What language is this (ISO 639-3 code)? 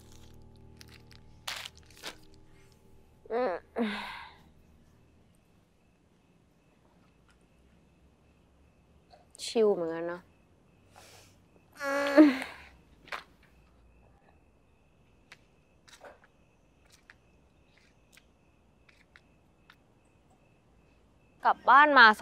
tha